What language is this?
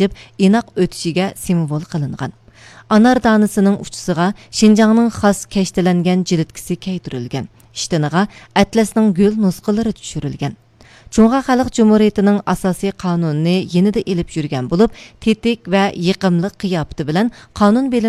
Uyghur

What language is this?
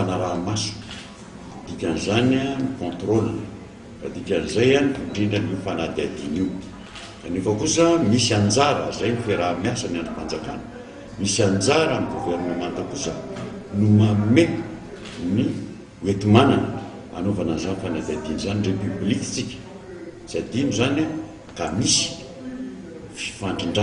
Malagasy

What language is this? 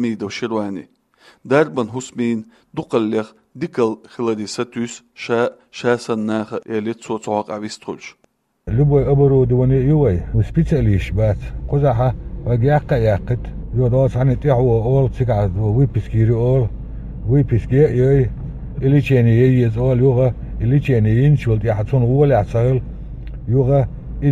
Chechen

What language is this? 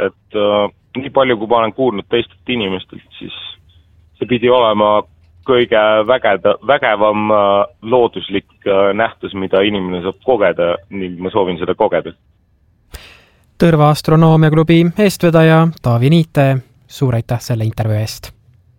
Estonian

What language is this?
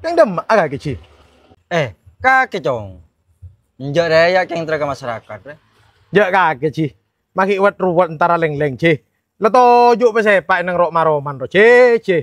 Madurese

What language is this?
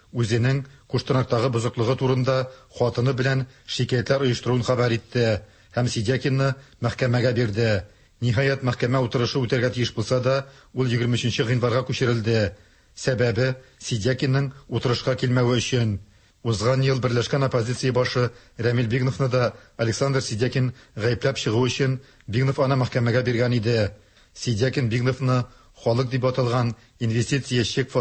Tatar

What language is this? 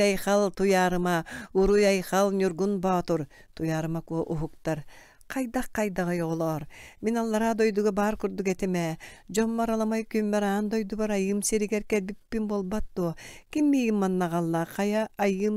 Yakut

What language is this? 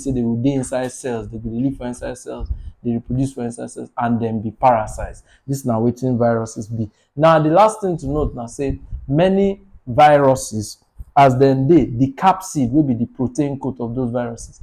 Nigerian Pidgin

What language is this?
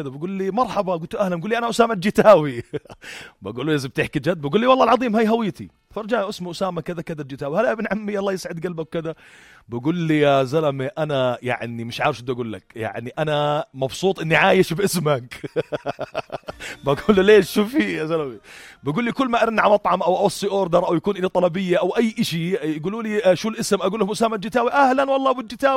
North Levantine Arabic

